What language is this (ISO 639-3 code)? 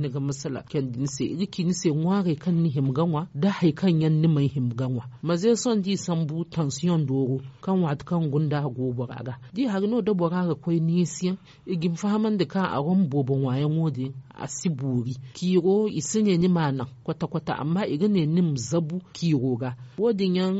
dje